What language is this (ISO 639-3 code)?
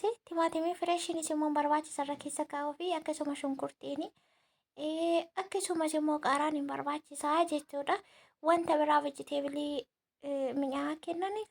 orm